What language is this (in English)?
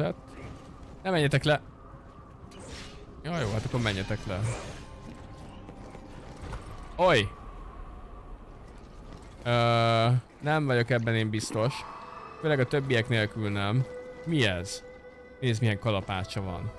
Hungarian